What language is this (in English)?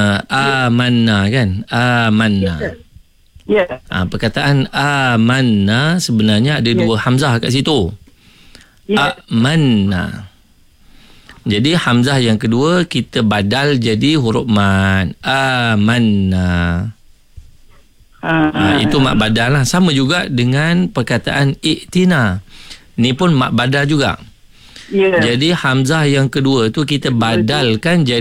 Malay